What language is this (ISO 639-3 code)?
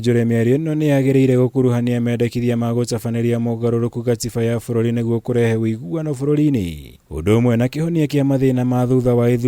kik